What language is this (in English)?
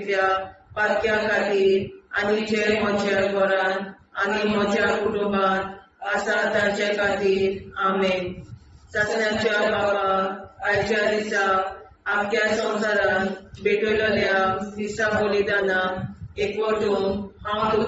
Konkani